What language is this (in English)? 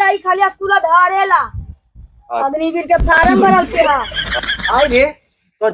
Magahi